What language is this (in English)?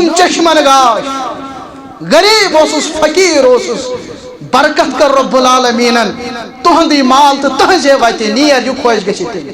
Kashmiri